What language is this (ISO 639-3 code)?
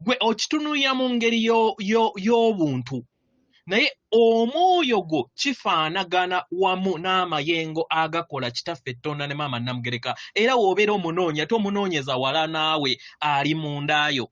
lug